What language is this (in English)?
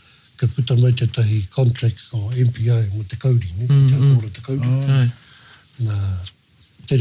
Māori